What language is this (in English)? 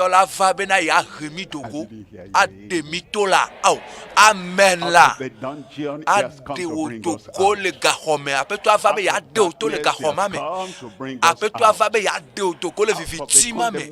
Ewe